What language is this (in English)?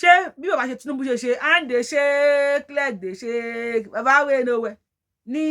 Yoruba